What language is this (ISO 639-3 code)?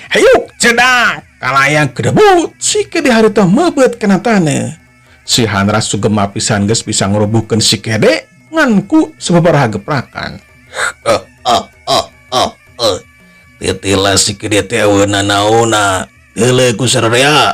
sun